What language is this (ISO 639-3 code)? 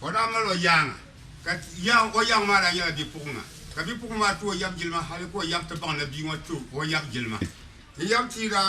dag